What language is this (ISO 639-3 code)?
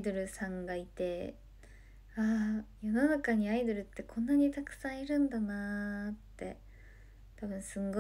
jpn